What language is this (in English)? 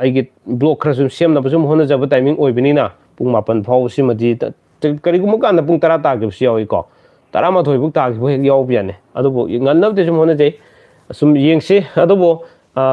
Manipuri